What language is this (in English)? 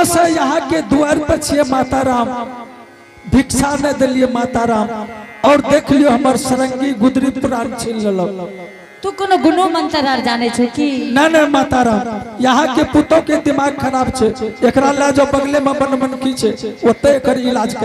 Angika